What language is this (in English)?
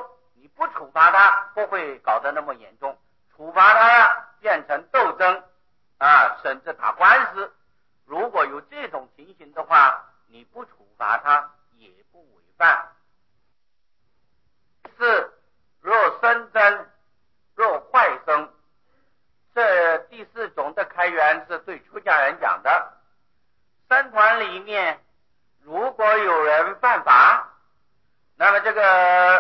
Chinese